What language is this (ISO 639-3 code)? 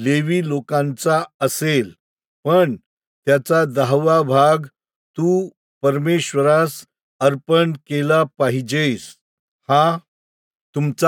mar